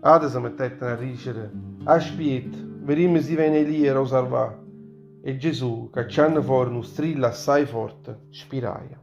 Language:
Neapolitan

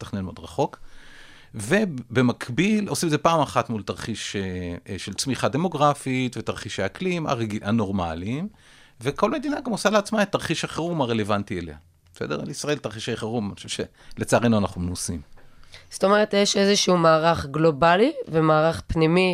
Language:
Hebrew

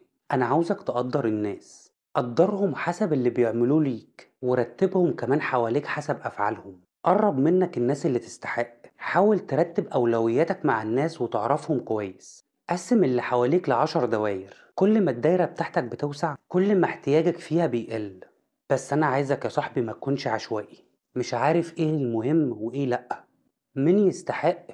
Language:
Egyptian Arabic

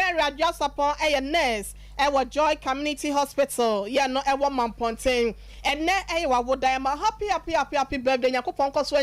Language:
Akan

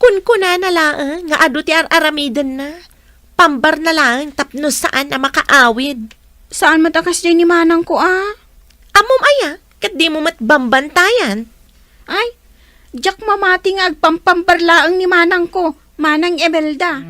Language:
Iloko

